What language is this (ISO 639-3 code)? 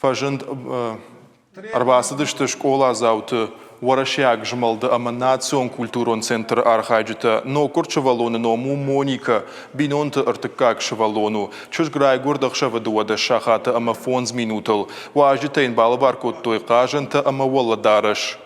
oss